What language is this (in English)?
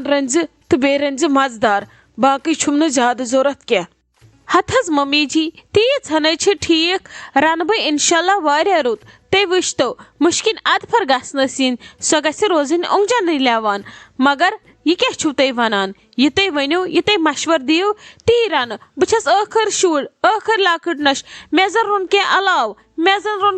Kashmiri